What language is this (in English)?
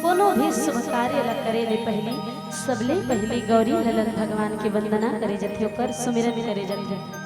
Chhattisgarhi